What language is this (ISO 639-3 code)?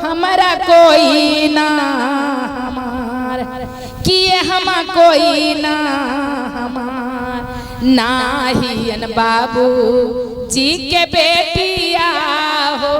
mag